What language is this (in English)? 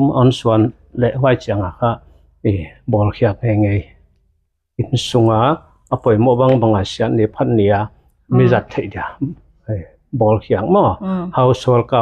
Tedim Chin